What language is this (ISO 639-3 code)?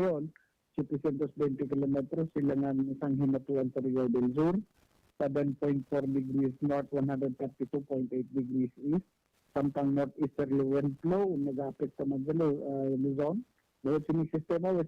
hil